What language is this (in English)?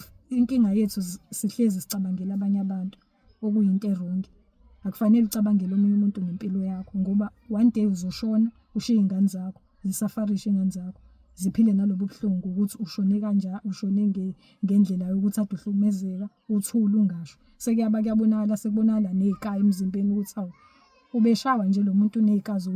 Zulu